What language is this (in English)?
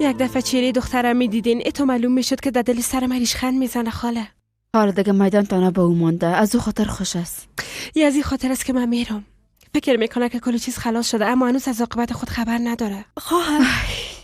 Persian